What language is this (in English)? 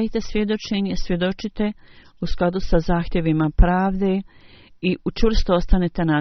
Bosnian